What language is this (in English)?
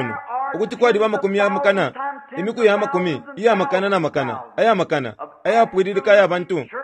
Bemba